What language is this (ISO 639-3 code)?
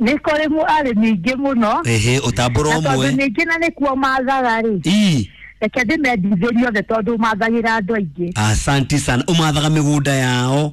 kik